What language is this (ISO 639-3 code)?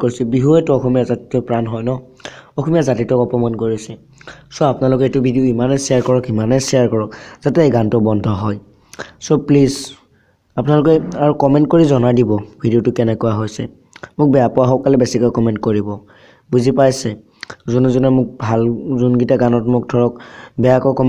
asm